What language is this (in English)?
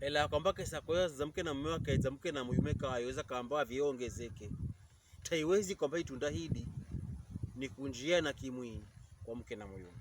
Pokomo